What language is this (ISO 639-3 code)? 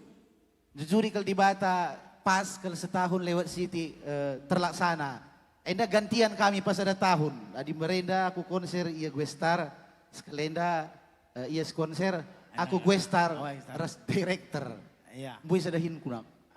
btx